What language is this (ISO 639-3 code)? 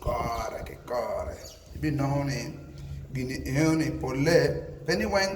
ach